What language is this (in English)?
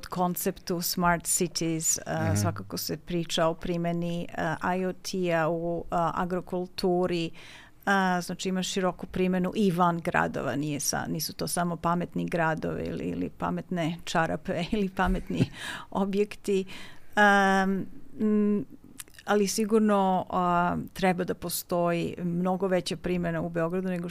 Serbian